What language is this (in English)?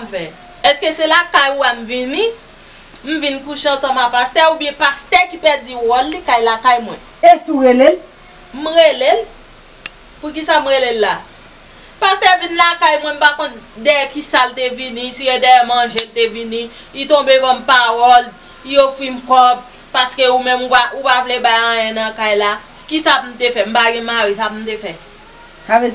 Haitian Creole